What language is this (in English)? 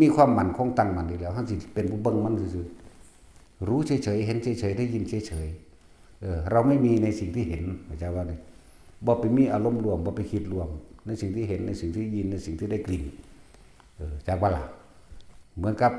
Northeastern Thai